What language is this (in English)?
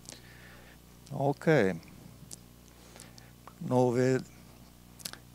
Icelandic